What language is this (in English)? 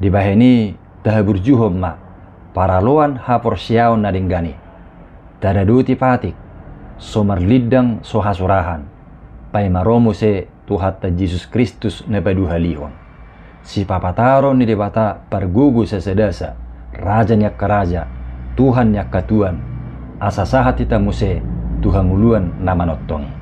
Batak Toba